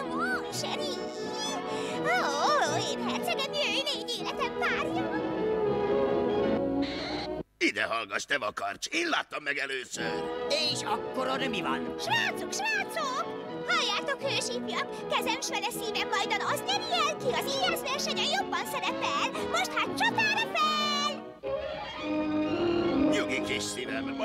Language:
Hungarian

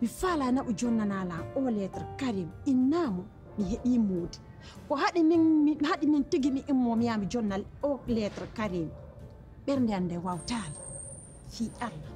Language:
Pular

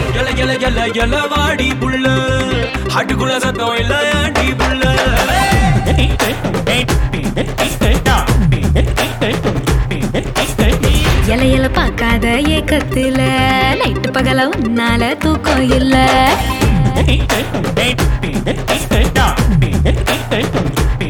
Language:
Tamil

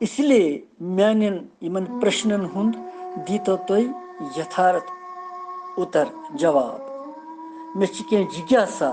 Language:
Kashmiri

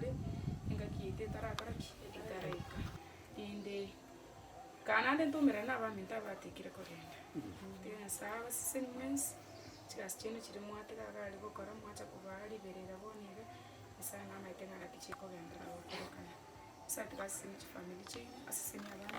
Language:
Gusii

